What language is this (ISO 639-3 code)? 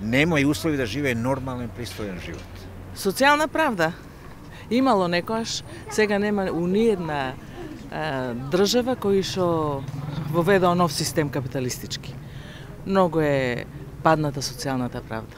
mkd